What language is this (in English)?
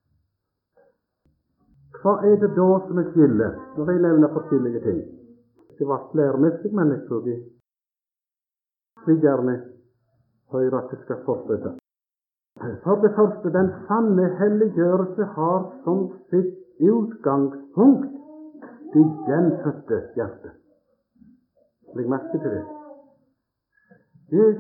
Norwegian